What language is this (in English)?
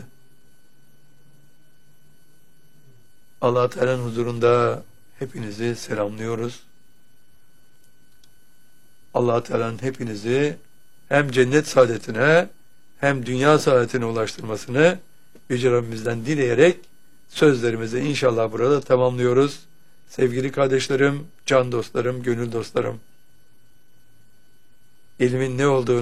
Turkish